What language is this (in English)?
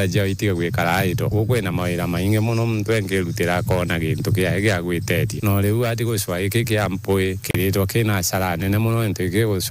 Meru